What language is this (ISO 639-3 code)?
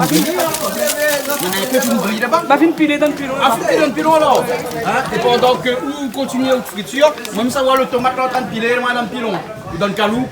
rcf